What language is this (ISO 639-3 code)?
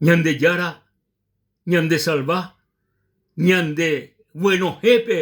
grn